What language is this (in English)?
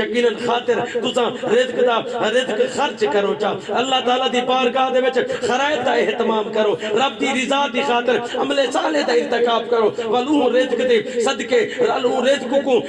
Saraiki